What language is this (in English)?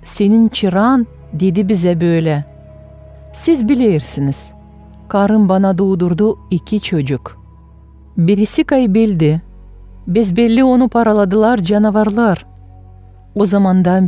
Gagauz